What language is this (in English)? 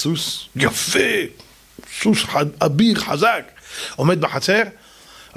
Hebrew